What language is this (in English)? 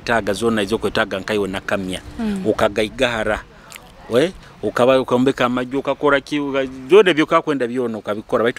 Nyoro